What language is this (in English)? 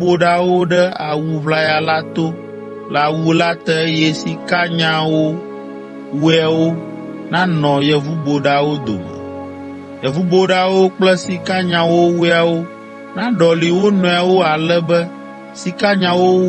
Ewe